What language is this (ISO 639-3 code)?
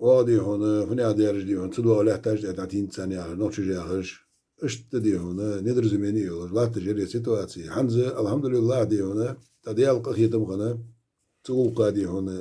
inh